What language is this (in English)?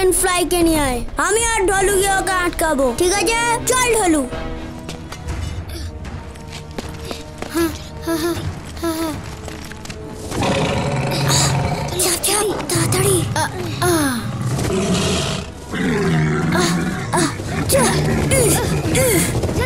Bangla